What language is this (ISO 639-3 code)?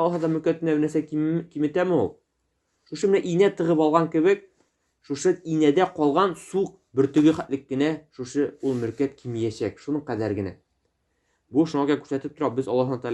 tat